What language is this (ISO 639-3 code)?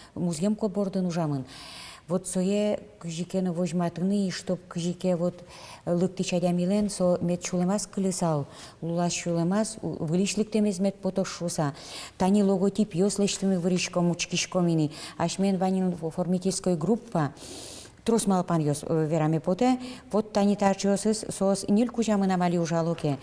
udm